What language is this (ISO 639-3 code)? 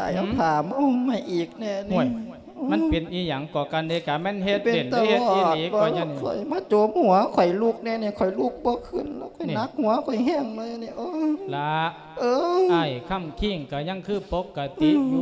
lao